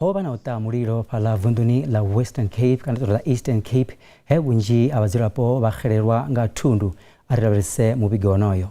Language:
Venda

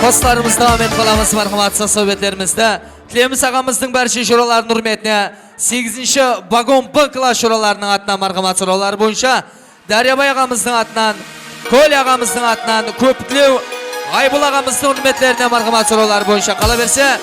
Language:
Kara-Kalpak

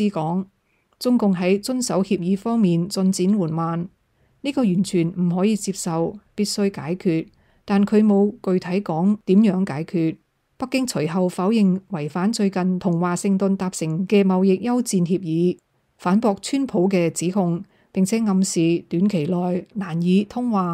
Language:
Cantonese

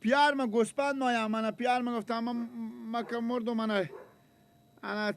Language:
Persian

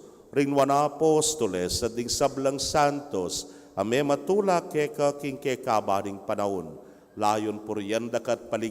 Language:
Pampanga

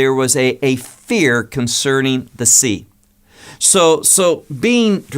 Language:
English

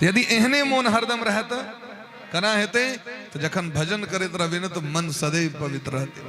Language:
Maithili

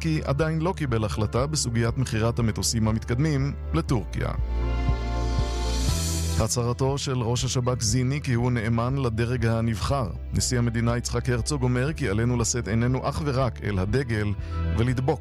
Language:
Hebrew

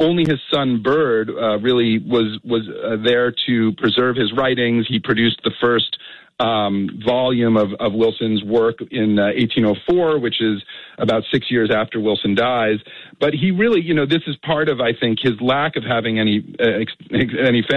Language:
English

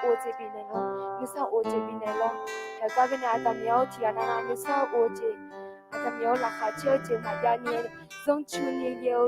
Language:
Akha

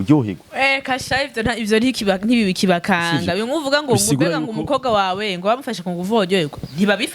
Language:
Rundi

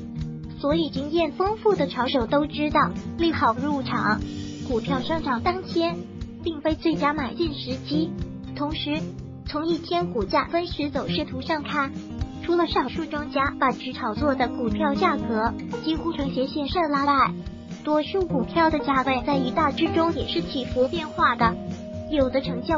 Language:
Chinese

